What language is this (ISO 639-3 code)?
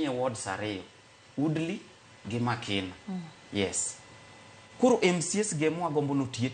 luo